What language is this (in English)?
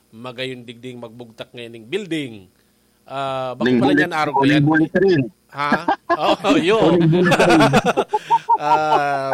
Bikol